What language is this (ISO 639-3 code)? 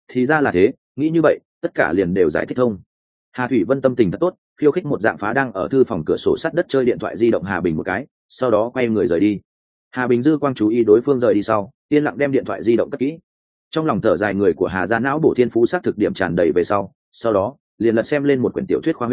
vie